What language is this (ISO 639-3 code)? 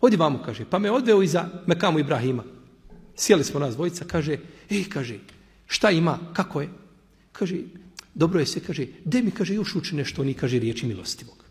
bos